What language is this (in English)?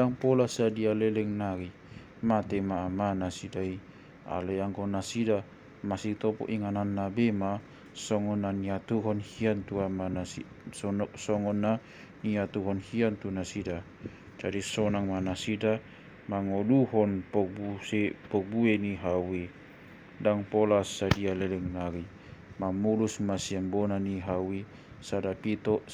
Batak Toba